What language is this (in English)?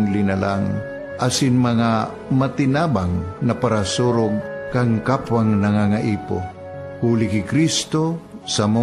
Bikol